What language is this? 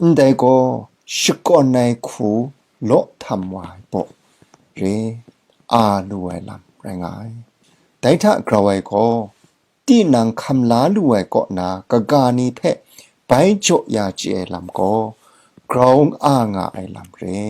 Kachin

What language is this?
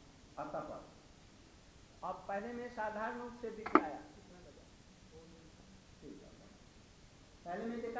Hindi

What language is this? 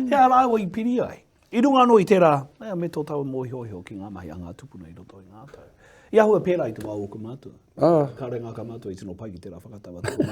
Māori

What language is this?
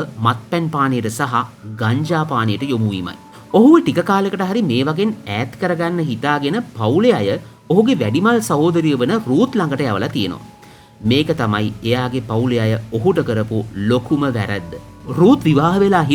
Sinhala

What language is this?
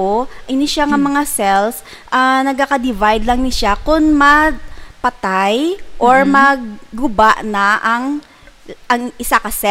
Hiligaynon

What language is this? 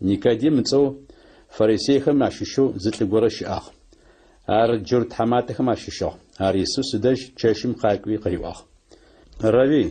Adyghe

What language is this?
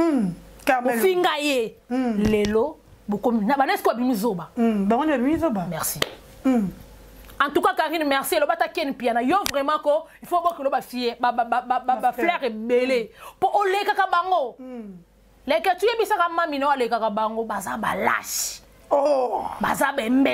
Lingala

